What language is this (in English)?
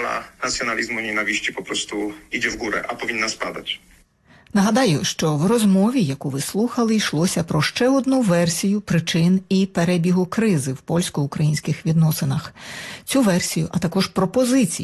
Ukrainian